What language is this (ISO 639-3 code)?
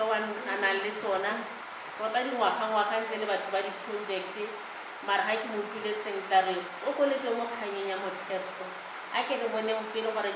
tsn